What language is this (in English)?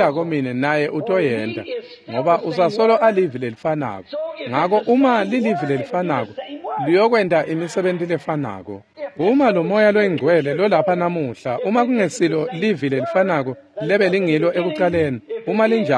Swati